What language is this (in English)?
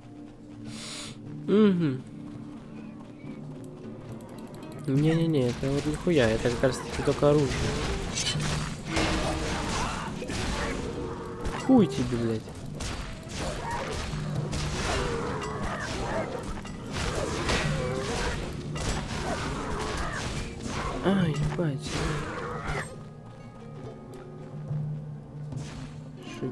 Russian